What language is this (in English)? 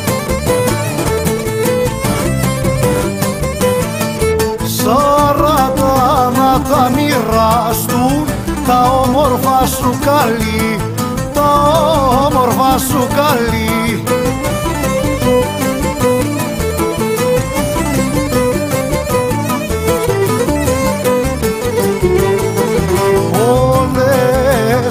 Greek